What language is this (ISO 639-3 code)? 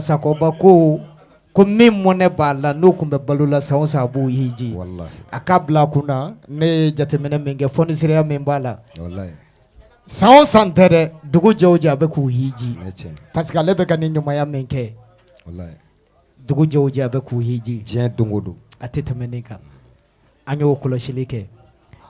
bam